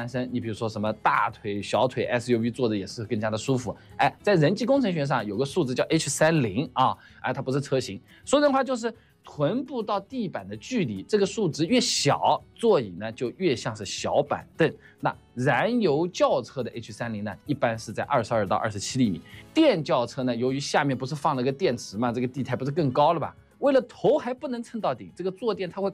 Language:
Chinese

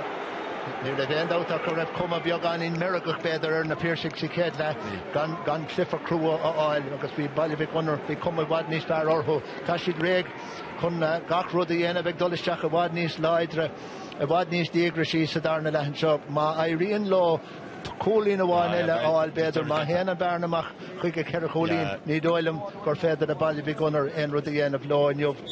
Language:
Irish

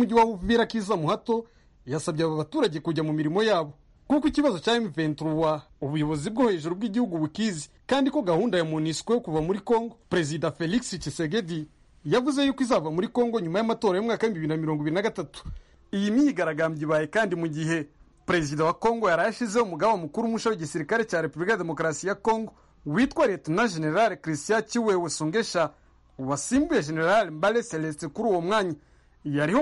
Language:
Kinyarwanda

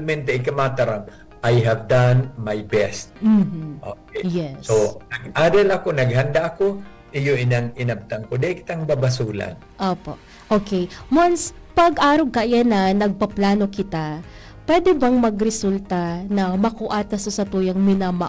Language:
Bikol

